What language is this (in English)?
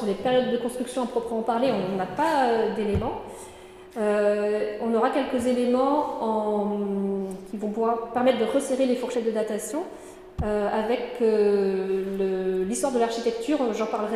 French